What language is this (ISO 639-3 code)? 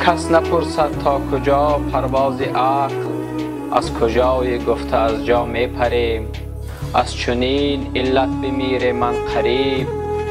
tgk